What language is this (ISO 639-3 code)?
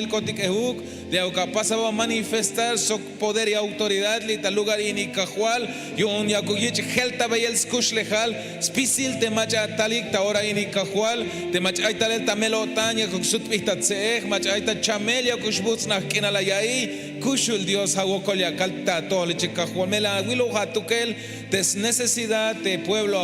tzh